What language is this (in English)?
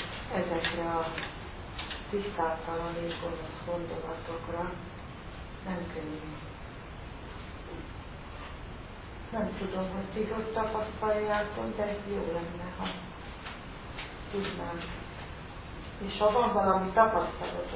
Hungarian